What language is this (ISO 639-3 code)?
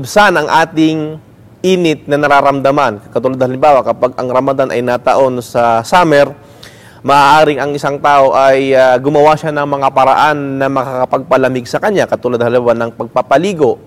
fil